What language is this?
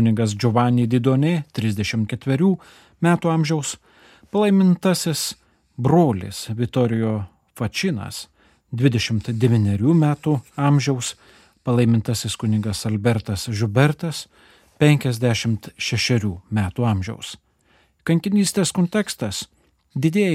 Lithuanian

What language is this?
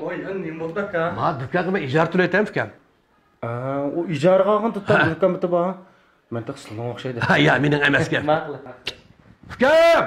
Uyghur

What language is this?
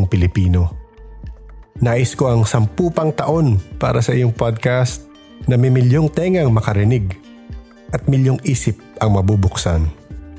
Filipino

